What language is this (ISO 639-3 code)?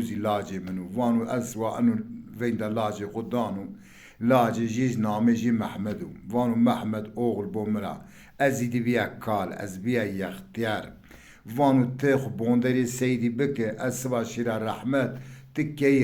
zza